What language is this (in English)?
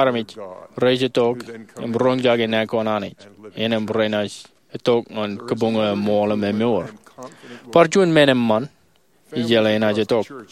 Marshallese